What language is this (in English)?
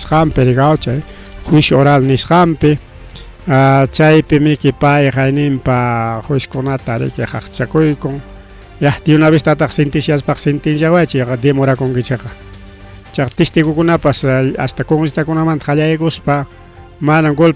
Ayacucho Quechua